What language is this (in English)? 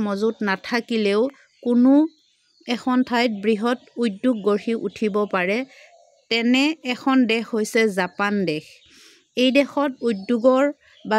Assamese